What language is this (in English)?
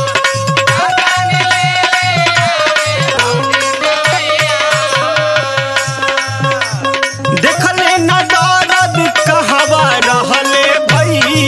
Bhojpuri